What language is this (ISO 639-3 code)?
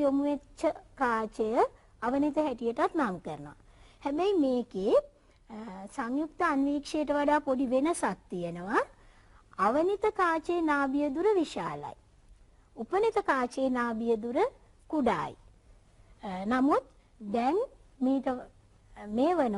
sin